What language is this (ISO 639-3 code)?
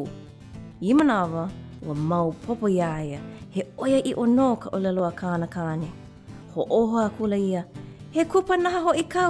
haw